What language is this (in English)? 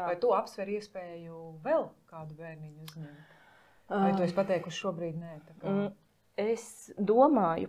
Latvian